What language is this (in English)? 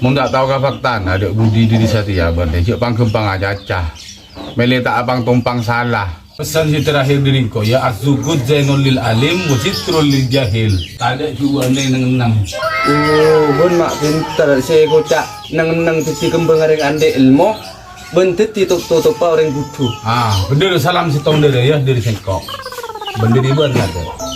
Madurese